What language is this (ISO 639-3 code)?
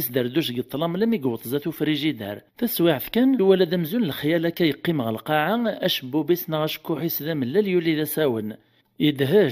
kab